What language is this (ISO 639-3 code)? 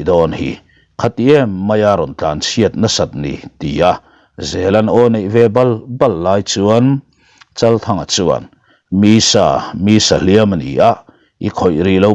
lus